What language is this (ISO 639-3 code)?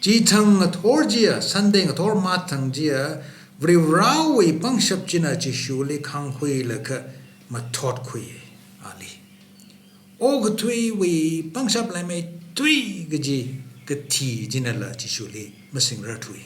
nmf